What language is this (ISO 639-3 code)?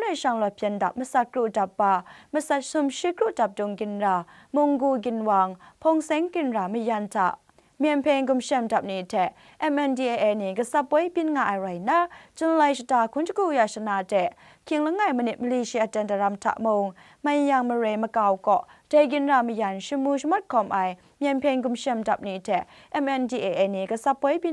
kac